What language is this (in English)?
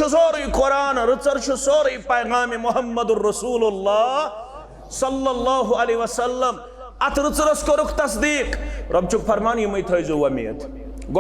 Kashmiri